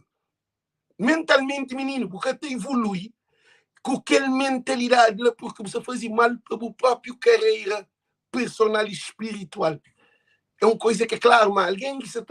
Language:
Kabuverdianu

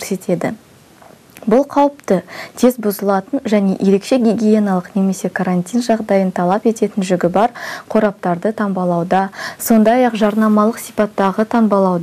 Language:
Kazakh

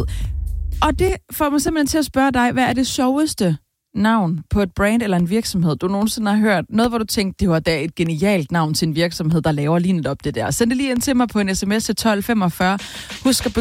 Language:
Danish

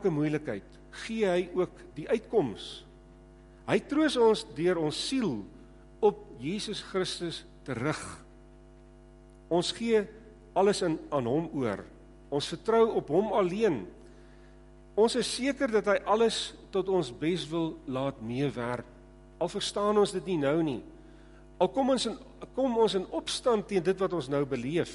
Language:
Afrikaans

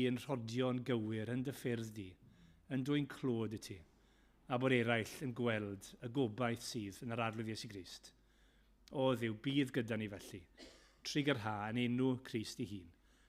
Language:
Welsh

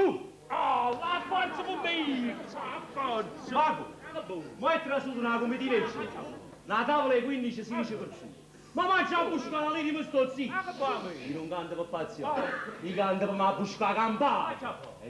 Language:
Neapolitan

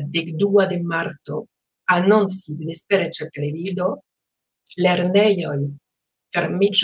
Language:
Esperanto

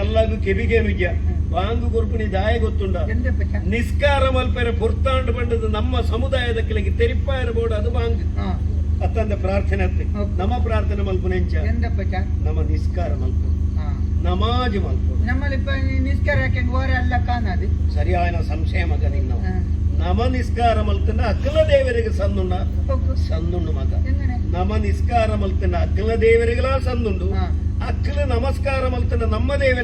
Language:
Tulu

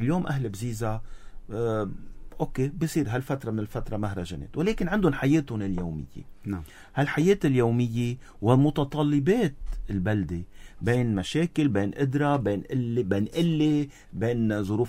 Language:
North Levantine Arabic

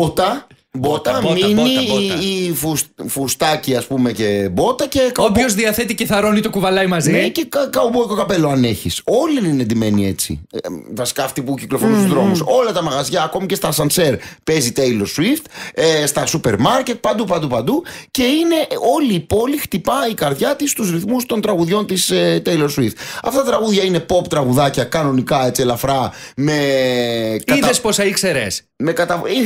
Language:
Greek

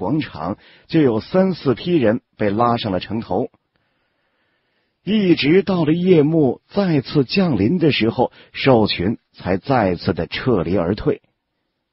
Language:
Chinese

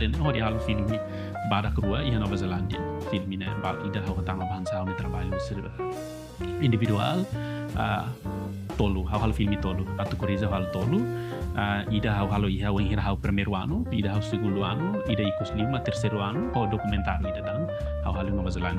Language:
Tetum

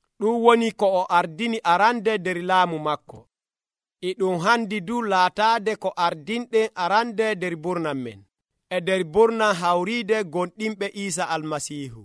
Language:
Nigerian Fulfulde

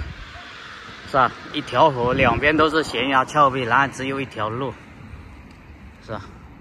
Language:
Chinese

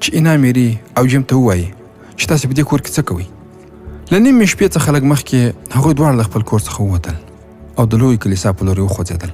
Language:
Pashto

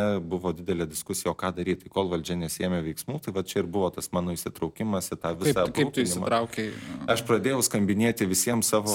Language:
Lithuanian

